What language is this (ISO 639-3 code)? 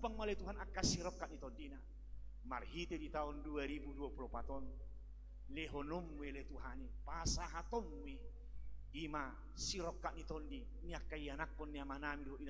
bbc